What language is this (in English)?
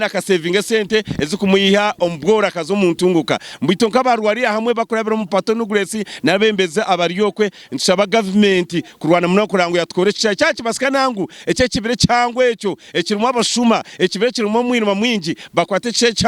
Nyankole